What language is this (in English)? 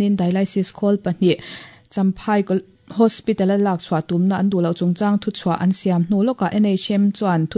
Mizo